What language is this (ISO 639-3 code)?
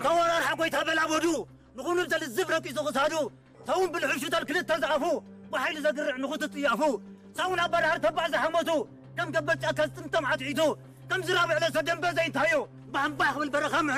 tir